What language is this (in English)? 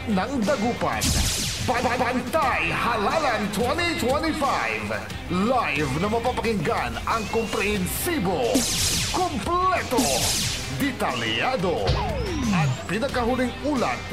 Pangasinan